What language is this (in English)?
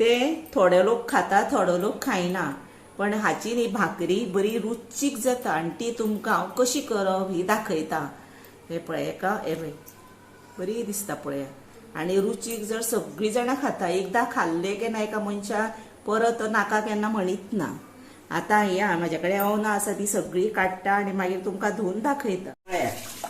Konkani